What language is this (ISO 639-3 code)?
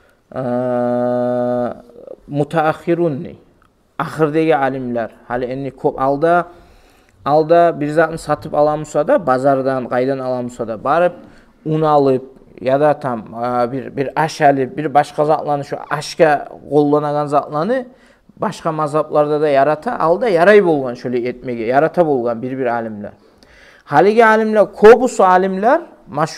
kum